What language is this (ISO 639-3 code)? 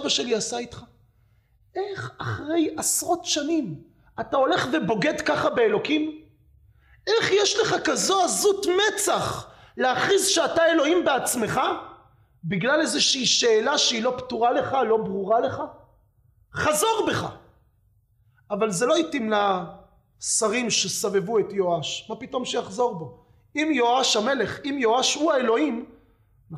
heb